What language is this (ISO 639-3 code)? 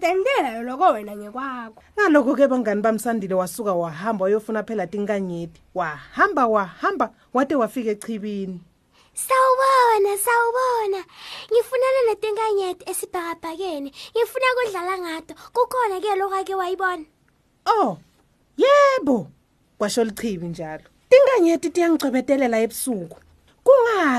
ssw